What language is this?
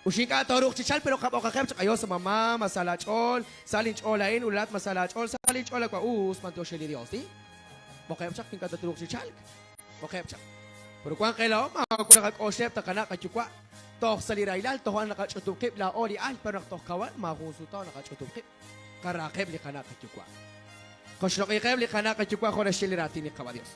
Kekchí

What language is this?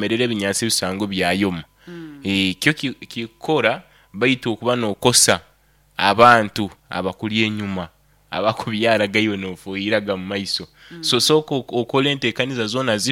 Nyoro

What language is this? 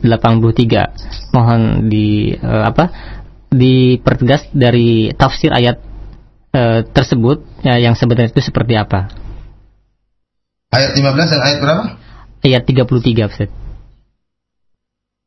Indonesian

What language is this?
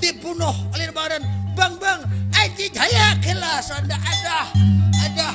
Banjar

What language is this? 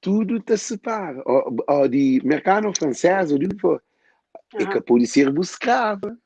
Kabuverdianu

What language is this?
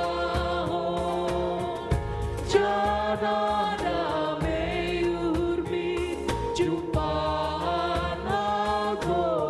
Batak Simalungun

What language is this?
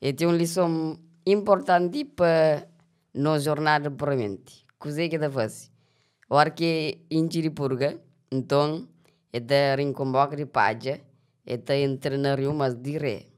Kabuverdianu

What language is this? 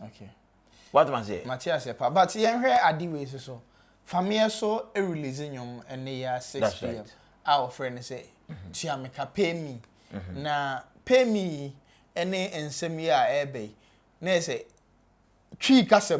Akan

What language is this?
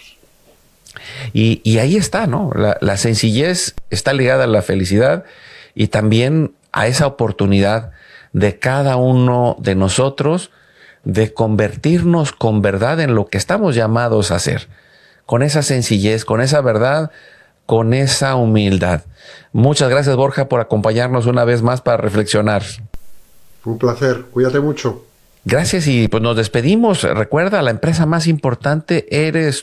Spanish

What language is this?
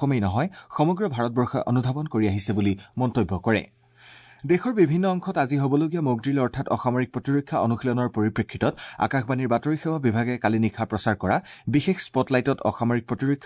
Assamese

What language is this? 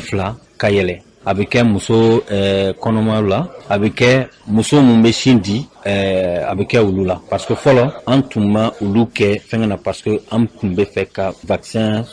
Bambara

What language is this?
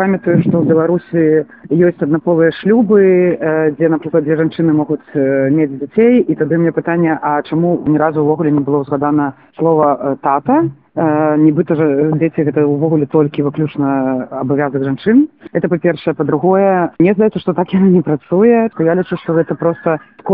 Belarusian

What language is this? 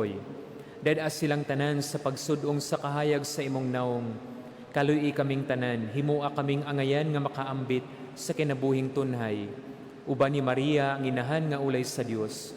Cebuano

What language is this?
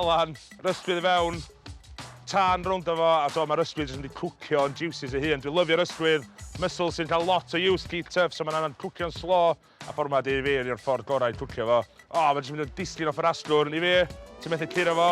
Welsh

